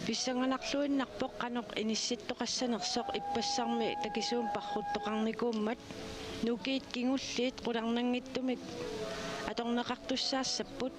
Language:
Kalaallisut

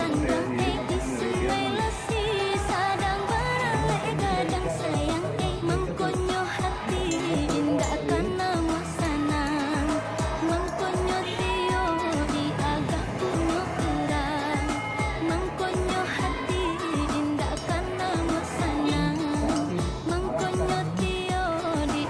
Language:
Minangkabau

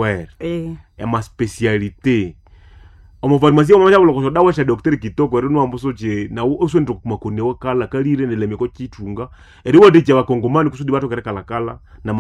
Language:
Nande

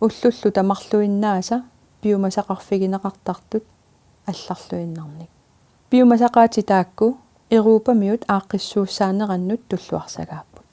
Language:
Kalaallisut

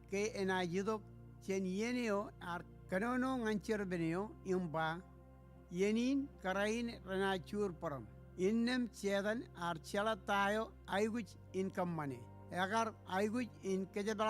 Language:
Marshallese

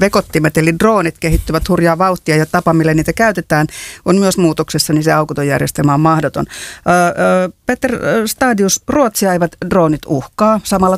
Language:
Finnish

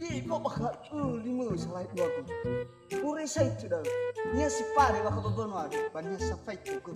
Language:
Nias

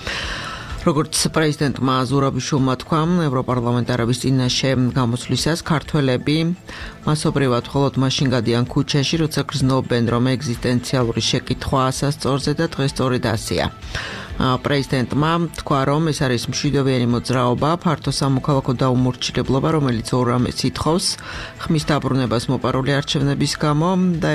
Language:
Georgian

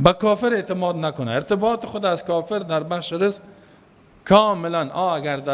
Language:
Persian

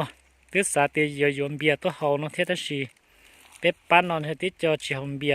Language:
Hmong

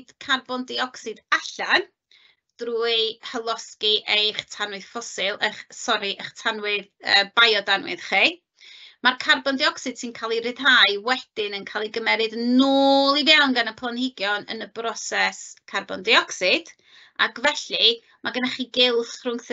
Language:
Welsh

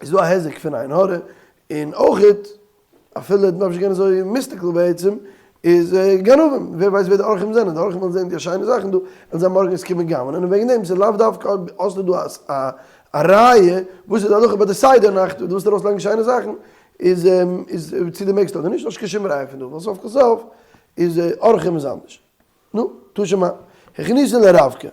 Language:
Yiddish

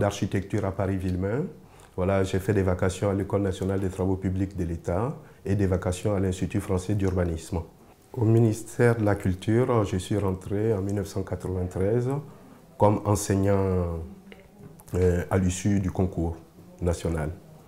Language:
French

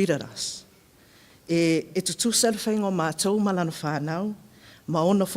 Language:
Samoan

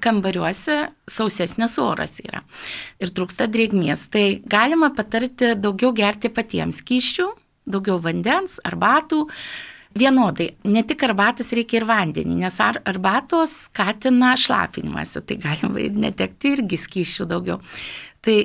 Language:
Lithuanian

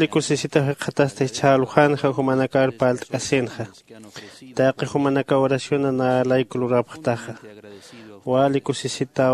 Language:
Aymara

